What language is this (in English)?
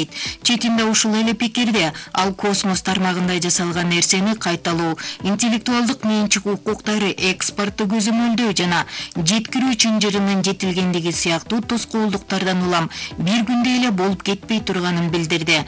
Kyrgyz